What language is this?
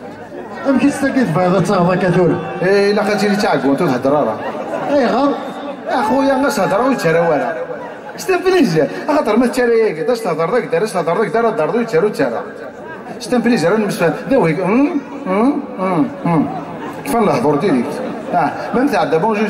Kabyle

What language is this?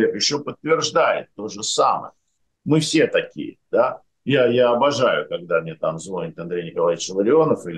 Russian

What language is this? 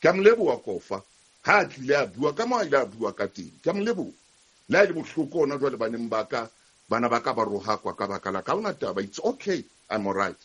Southern Sotho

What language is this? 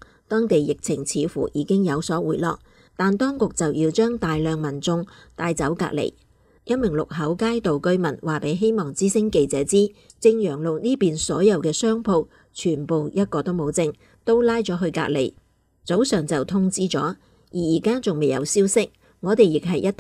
Cantonese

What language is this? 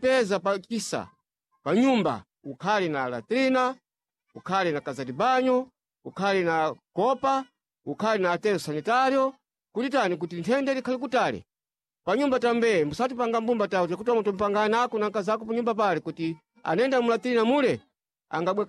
Sena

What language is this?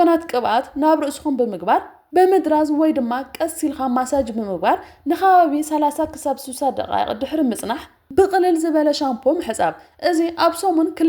Tigrinya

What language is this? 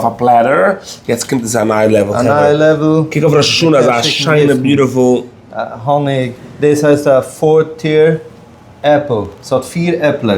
Yiddish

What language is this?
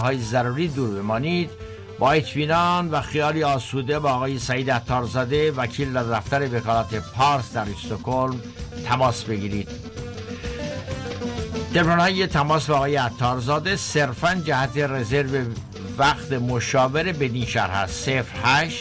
Persian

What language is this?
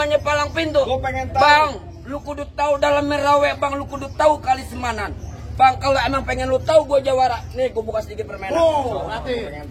Betawi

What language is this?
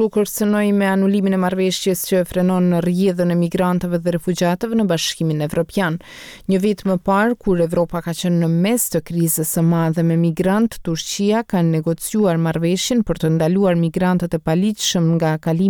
Albanian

